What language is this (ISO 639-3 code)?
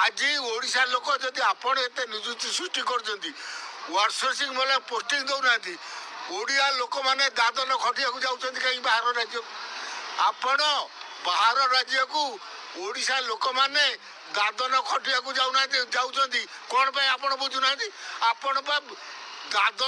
ori